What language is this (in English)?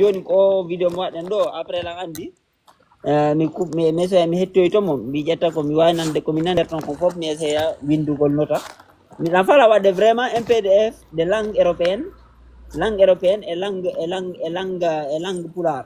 Fula